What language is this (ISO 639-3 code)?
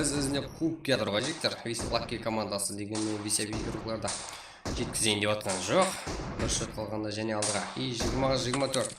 kaa